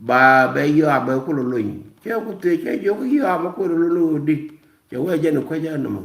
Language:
Nuer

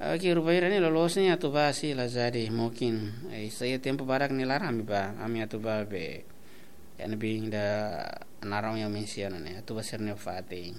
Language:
Tetum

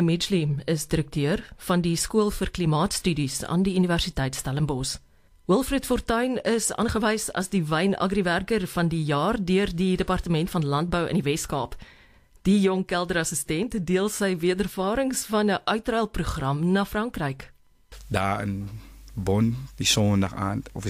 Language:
Afrikaans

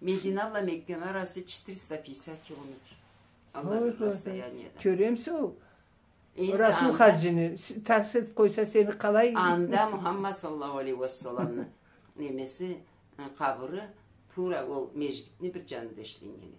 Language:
Karachay-Balkar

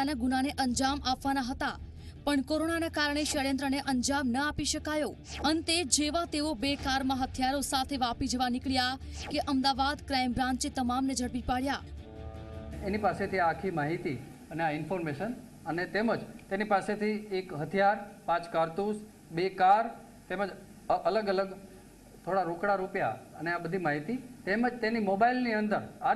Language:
Gujarati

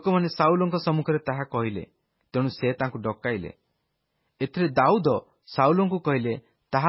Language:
Odia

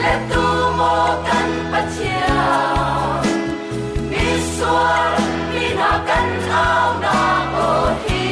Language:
Hakha Chin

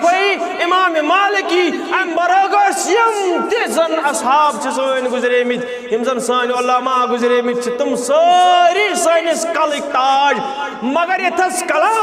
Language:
Kashmiri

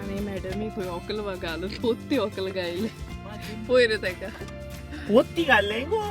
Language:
Konkani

